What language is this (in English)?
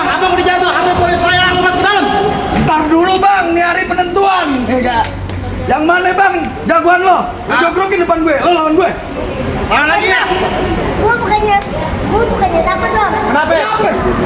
Betawi